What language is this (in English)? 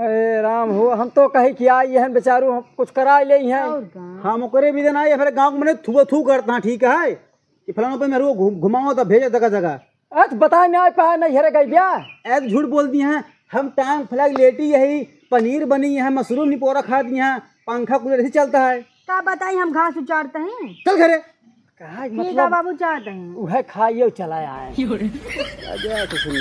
Awadhi